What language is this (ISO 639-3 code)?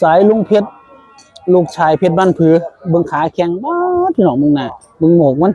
tts